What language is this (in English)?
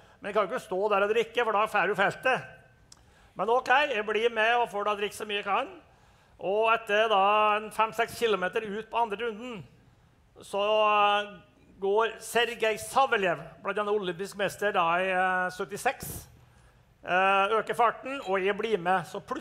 Norwegian